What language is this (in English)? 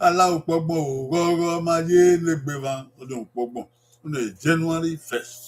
Bini